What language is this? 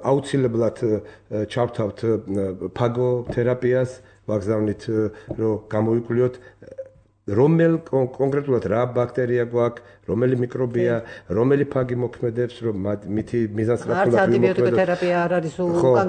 Georgian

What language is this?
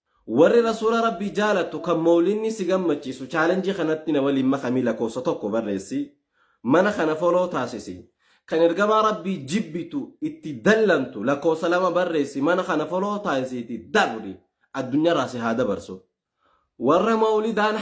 Oromo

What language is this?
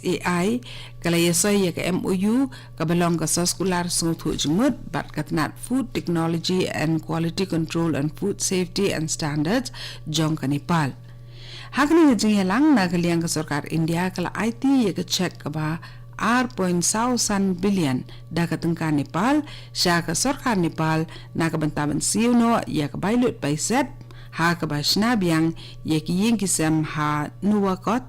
Khasi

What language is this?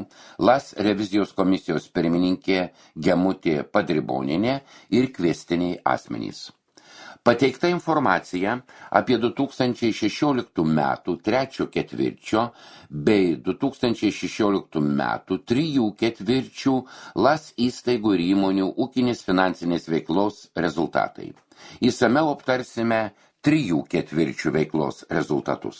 Lithuanian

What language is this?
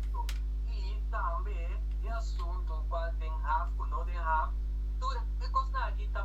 Papiamento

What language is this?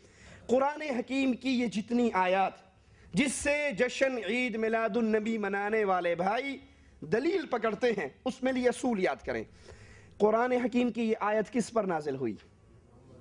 Urdu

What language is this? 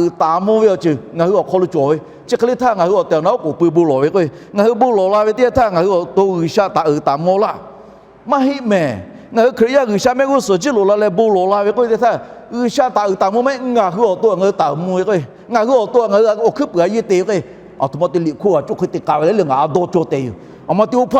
Lahu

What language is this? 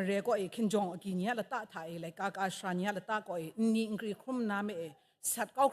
Kachin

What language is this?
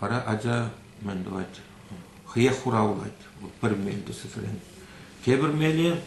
Chuvash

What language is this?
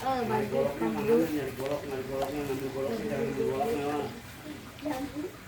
Betawi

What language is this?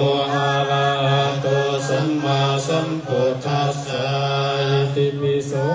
Lao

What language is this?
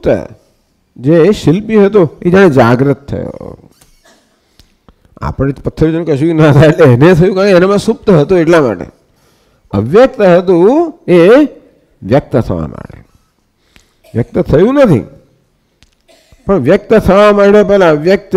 Gujarati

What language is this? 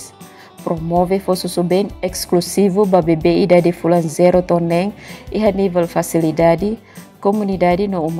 Tetum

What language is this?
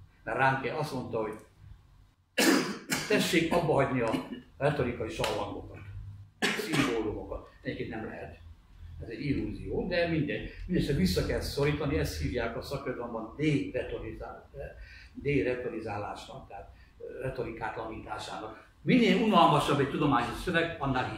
Hungarian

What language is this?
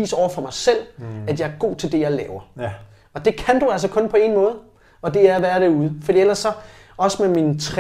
Danish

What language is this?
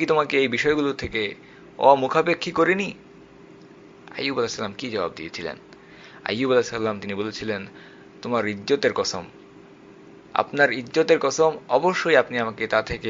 Bangla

